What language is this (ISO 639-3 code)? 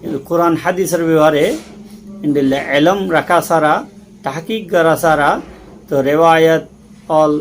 rhg